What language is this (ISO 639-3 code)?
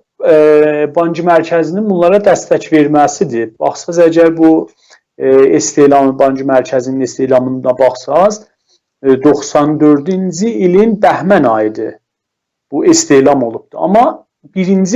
azb